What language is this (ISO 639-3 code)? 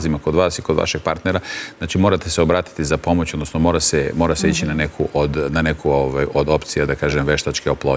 srp